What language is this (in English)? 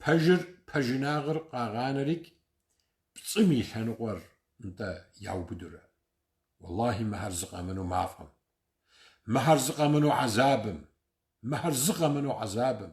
Kabardian